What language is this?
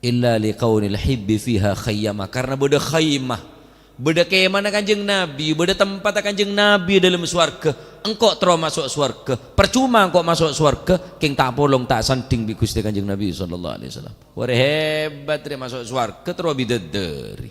Madurese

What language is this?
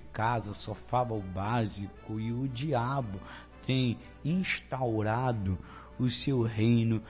Portuguese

